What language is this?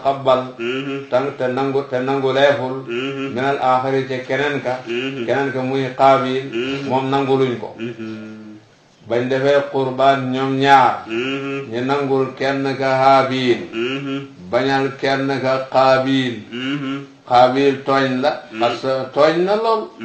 Wolof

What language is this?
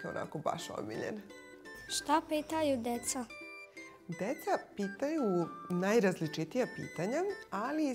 Serbian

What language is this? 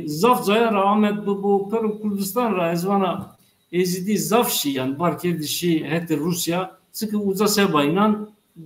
Zaza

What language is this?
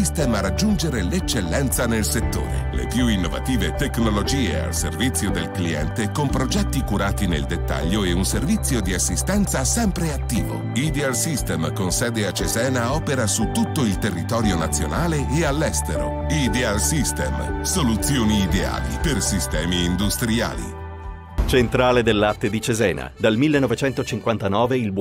Italian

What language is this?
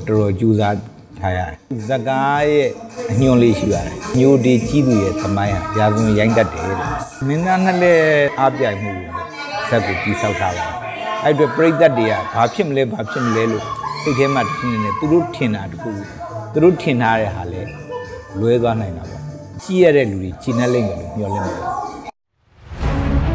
Burmese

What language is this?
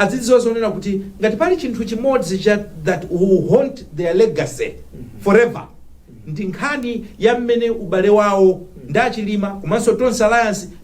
Nyanja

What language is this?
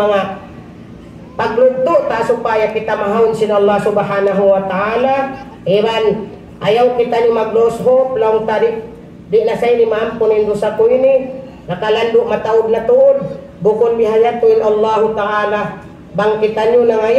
Tausug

